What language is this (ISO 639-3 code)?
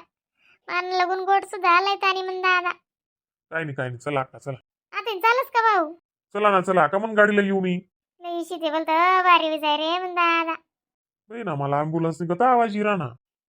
khn